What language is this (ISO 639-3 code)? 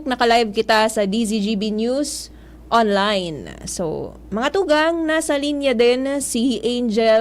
bik